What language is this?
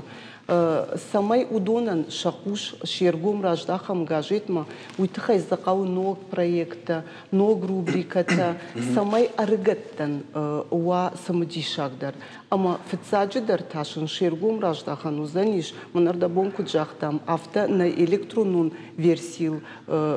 Ossetic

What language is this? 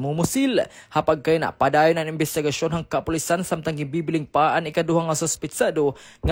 Waray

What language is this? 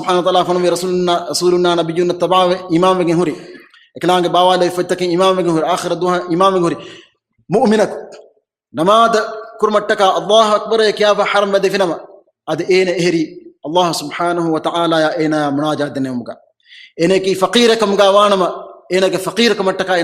Divehi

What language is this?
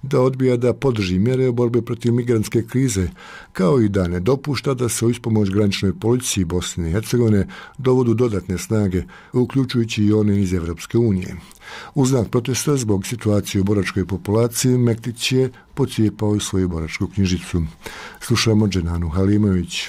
Bosnian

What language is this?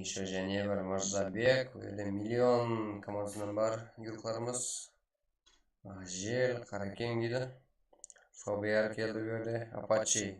Kara-Kalpak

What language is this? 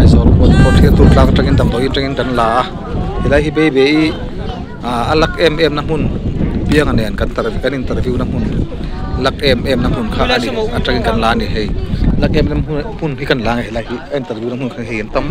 Mizo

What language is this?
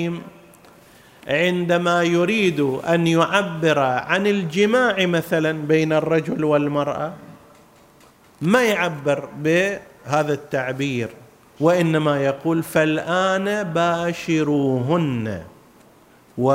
Arabic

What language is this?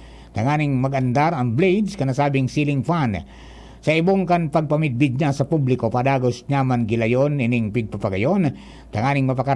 Bikol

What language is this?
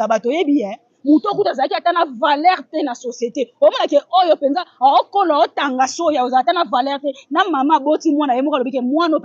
Lingala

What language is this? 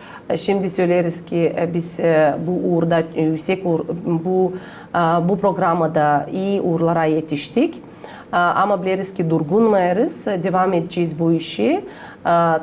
Gagauz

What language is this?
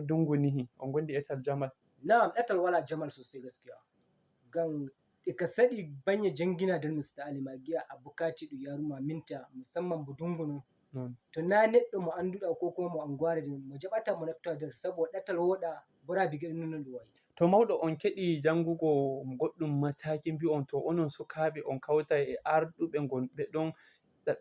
Fula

